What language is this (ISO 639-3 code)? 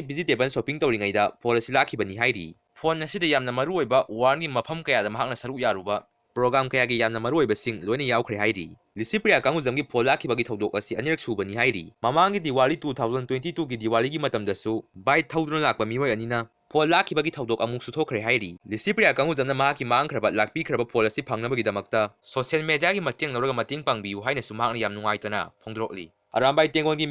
mni